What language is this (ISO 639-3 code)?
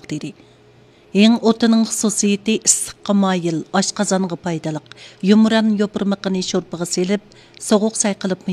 uig